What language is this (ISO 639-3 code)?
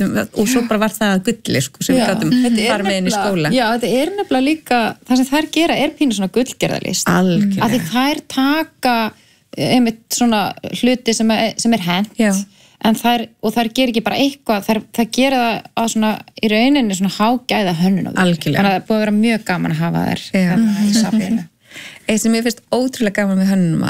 isl